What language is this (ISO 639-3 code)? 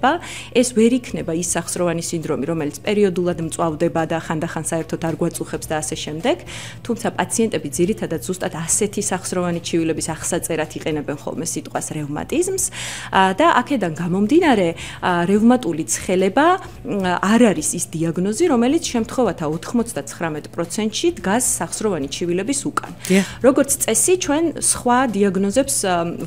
kat